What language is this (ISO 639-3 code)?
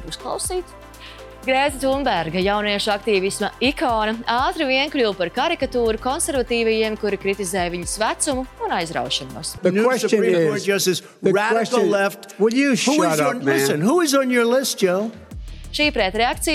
lav